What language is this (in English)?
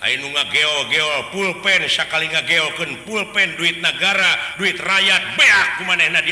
Sundanese